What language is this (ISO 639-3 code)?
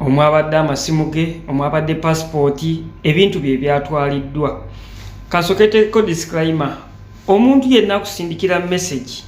lug